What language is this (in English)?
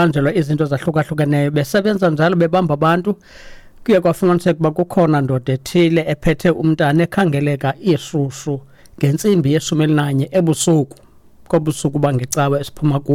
Xhosa